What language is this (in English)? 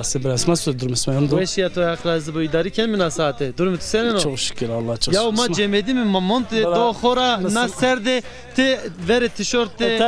Zaza